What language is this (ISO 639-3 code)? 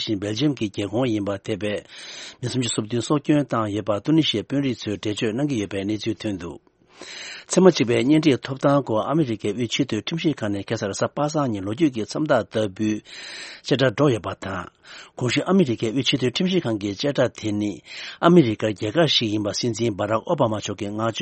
bod